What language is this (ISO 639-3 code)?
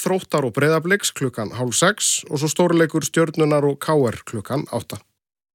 isl